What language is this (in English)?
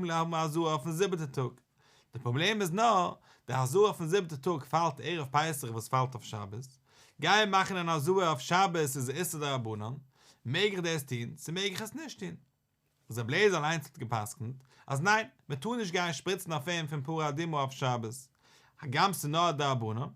Yiddish